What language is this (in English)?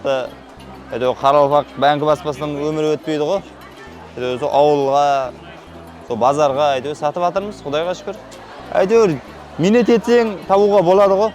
Kara-Kalpak